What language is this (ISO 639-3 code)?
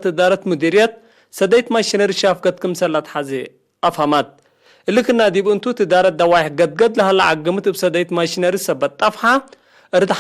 tig